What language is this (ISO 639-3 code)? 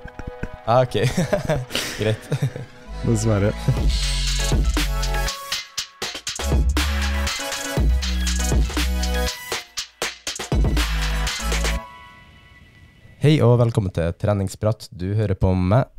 nor